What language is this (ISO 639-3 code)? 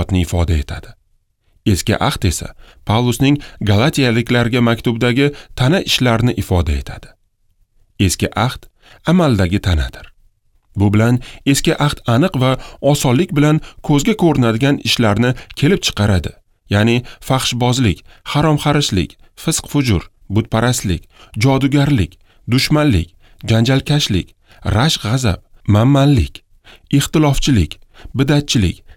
uzb